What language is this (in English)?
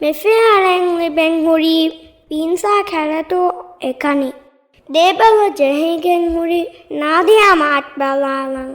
Divehi